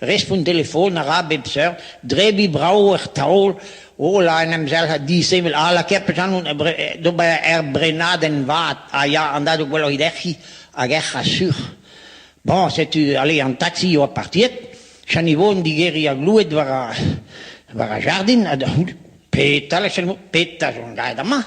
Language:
Breton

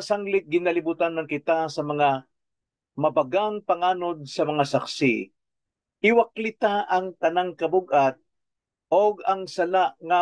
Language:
Cebuano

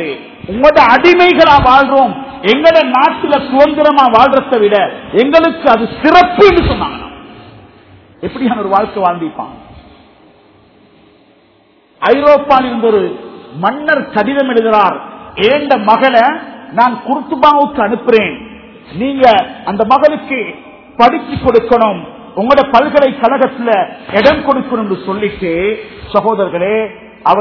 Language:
Tamil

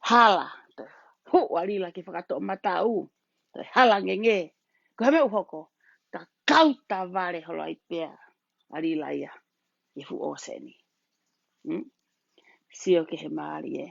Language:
Tongan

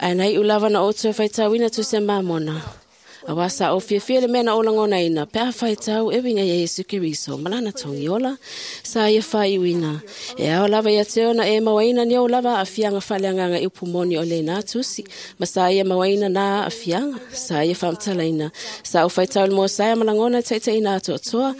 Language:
Samoan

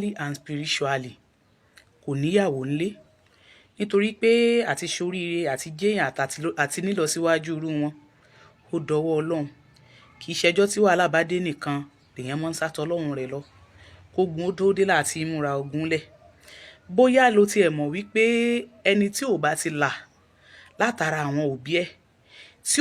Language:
Yoruba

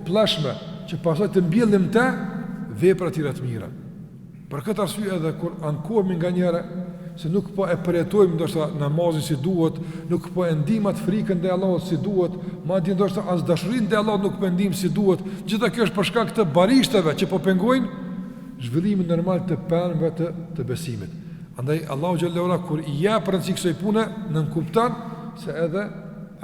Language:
Albanian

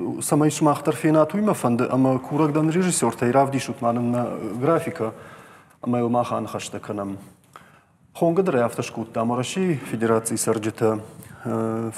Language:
Ossetic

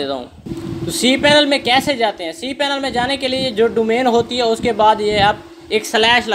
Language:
Hindi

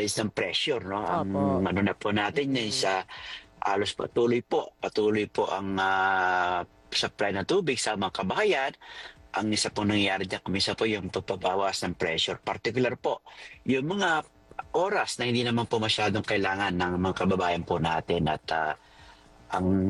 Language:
Filipino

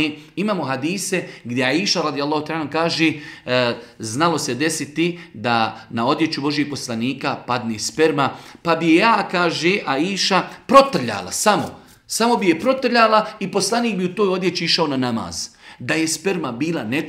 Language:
Bosnian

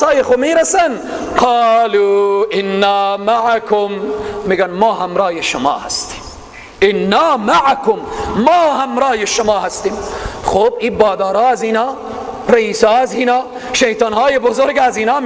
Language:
Persian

